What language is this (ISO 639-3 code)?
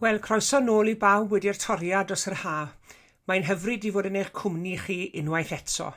cym